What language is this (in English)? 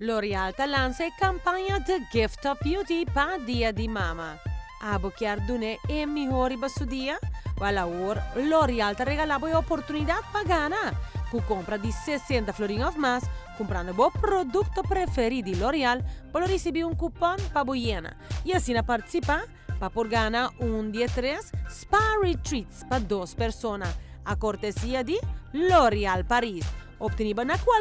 Papiamento